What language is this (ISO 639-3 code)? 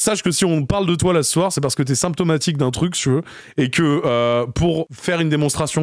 fra